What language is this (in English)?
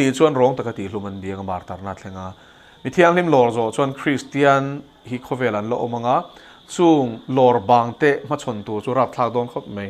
Mizo